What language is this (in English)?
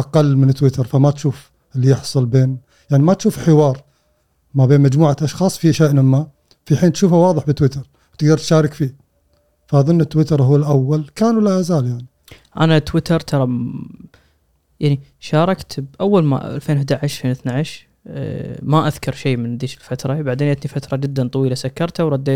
Gulf Arabic